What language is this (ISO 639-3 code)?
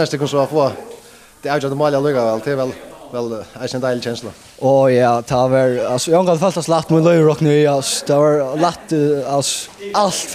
fao